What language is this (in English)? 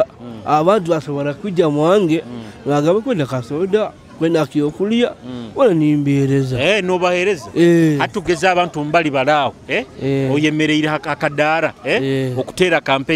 Nyoro